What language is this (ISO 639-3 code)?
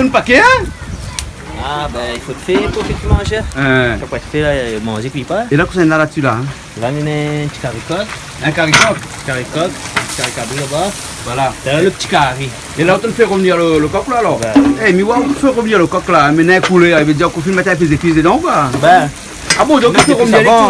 rcf